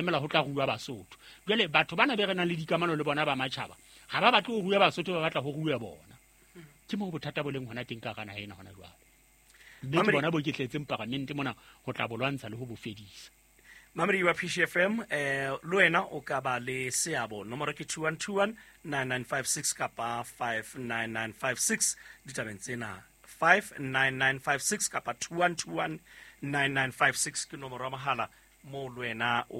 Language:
Southern Sotho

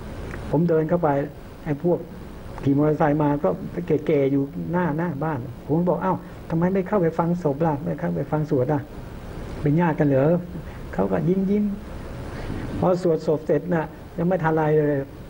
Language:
Thai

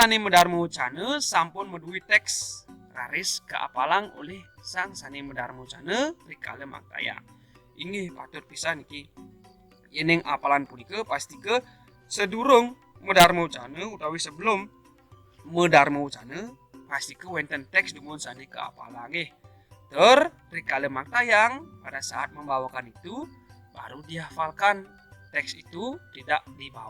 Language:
Balinese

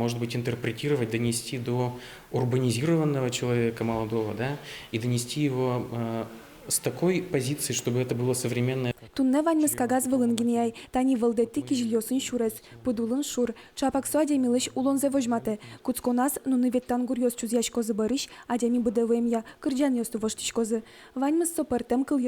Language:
Udmurt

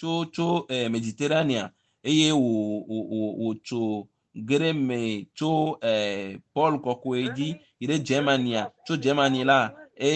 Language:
Ewe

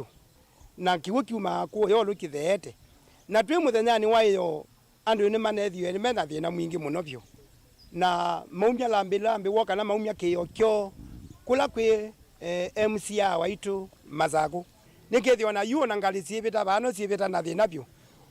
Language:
Kamba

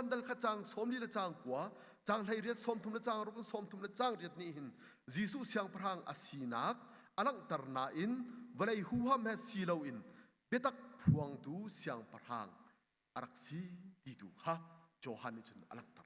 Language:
Hakha Chin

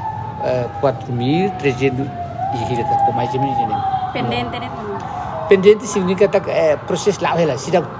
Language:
Tetum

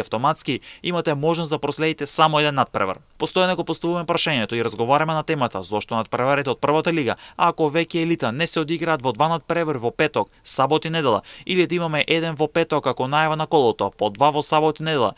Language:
Macedonian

